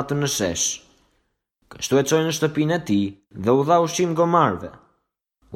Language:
Albanian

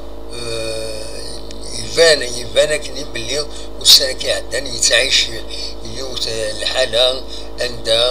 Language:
Kabyle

